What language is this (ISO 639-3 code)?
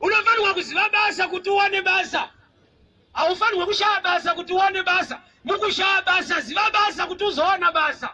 sna